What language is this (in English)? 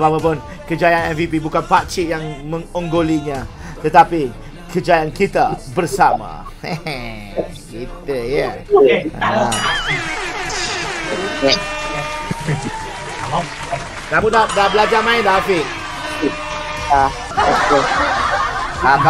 Malay